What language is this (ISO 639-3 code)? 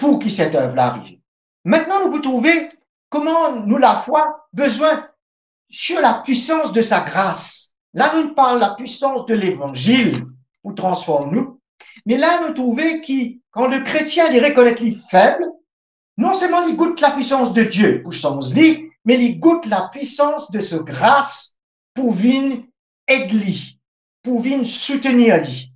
mfe